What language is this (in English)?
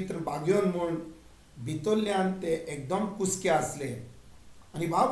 Konkani